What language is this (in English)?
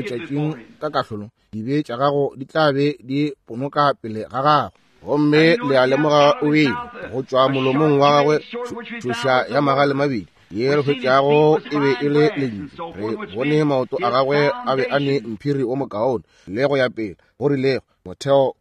Northern Sotho